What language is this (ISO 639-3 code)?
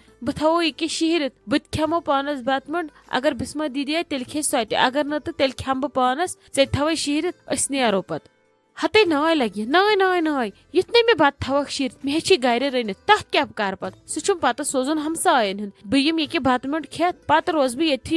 kas